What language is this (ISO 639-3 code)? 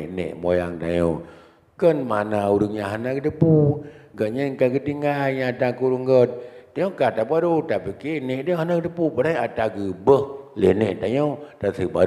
ace